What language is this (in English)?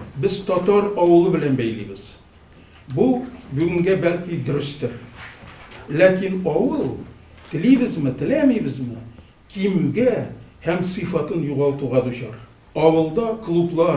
Tatar